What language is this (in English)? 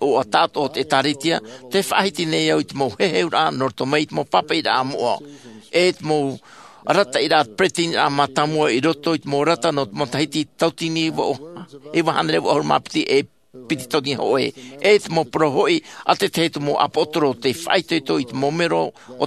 Tahitian